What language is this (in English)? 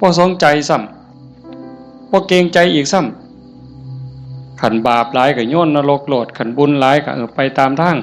Northeastern Thai